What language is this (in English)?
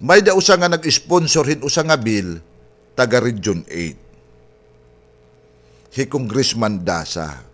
Waray